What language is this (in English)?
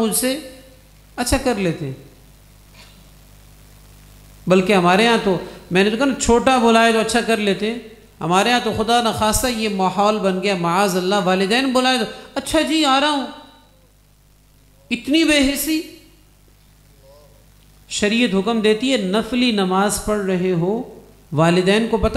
Urdu